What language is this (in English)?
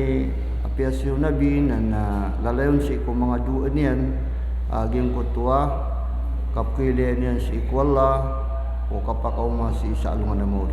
Maranao